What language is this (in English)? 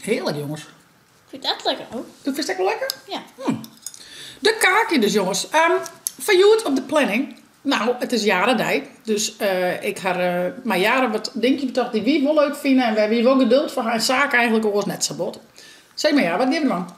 Western Frisian